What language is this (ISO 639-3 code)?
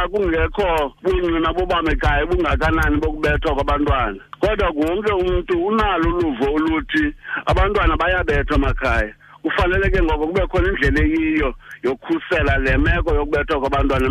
xho